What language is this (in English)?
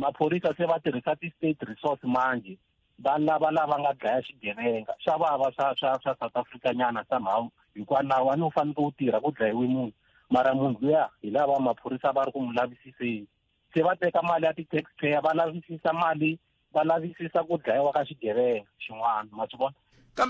Tsonga